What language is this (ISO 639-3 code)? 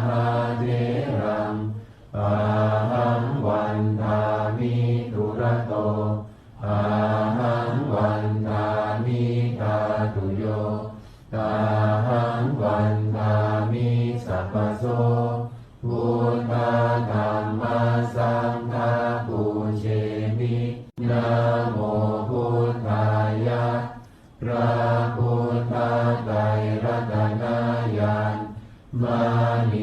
pli